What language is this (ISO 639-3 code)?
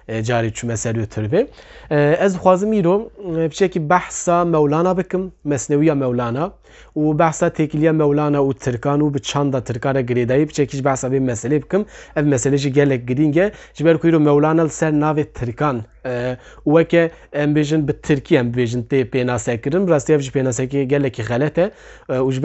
kur